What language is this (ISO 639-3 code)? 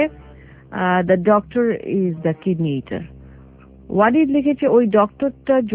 ben